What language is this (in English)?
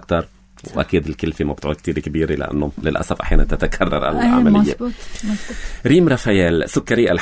North Levantine Arabic